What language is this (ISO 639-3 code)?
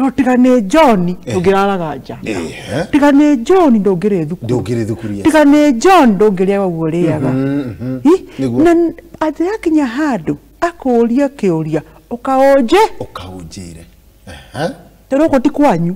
kik